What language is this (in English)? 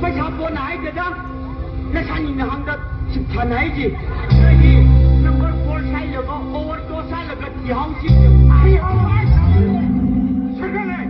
Tangkhul Naga (India)